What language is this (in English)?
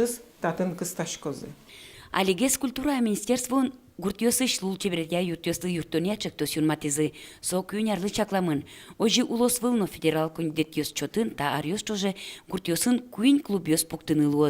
Udmurt